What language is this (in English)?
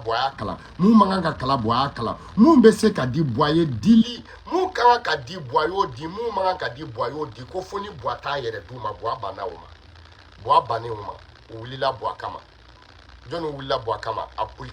Bambara